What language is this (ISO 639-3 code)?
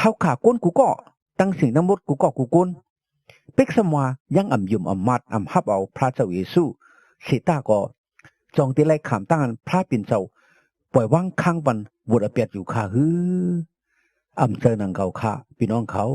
shn